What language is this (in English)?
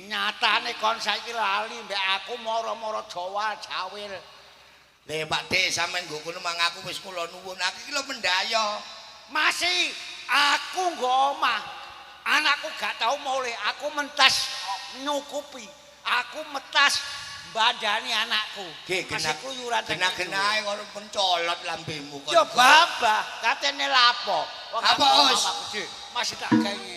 Javanese